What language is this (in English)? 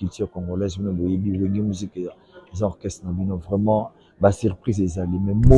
Lingala